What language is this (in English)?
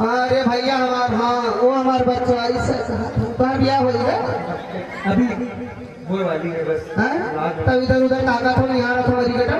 Awadhi